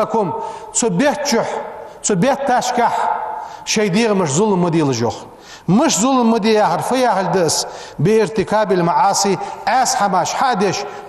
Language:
Ingush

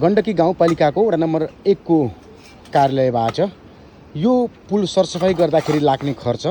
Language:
Nepali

